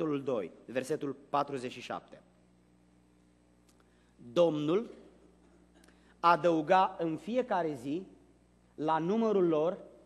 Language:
Romanian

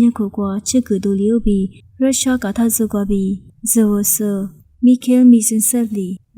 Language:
Lisu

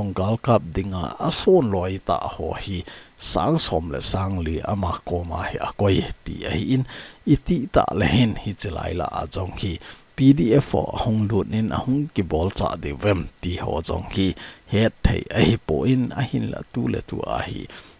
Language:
Thado Chin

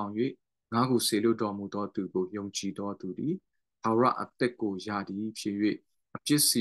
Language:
Burmese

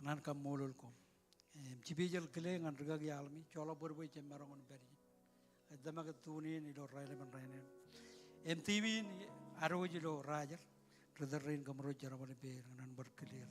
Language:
Marshallese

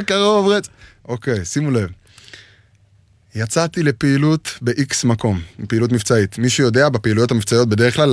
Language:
Hebrew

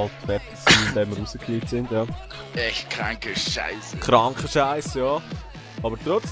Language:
Swiss German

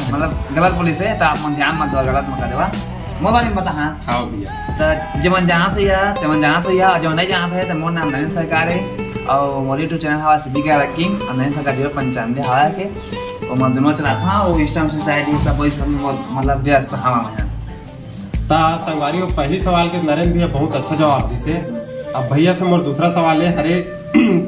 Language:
Chhattisgarhi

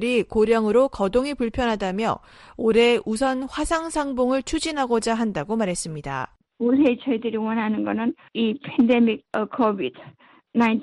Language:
Korean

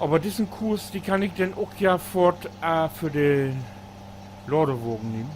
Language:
Low German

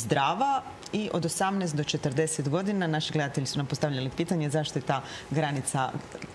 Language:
Croatian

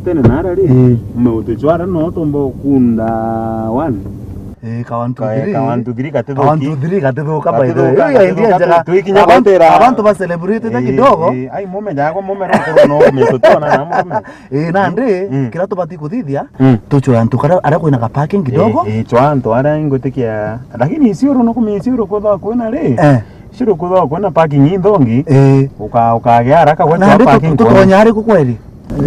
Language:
Meru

